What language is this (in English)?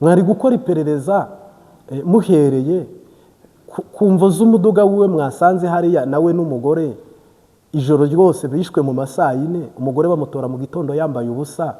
Kinyarwanda